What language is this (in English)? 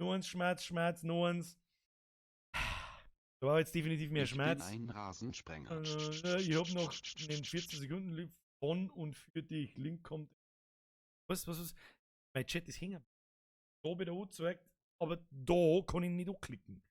Bavarian